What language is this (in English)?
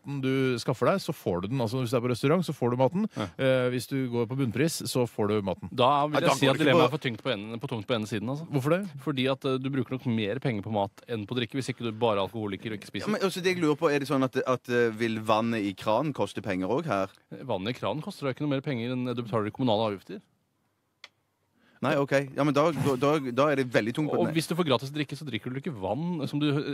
Norwegian